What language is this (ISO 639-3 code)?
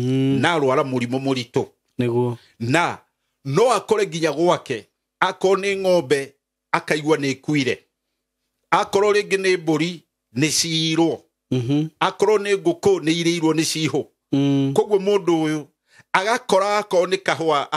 kik